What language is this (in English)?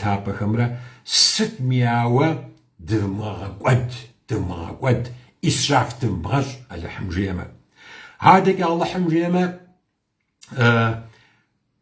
Kabardian